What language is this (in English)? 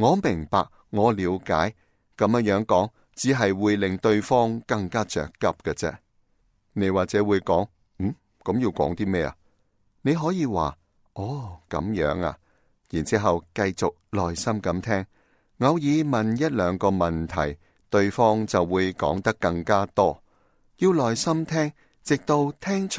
Cantonese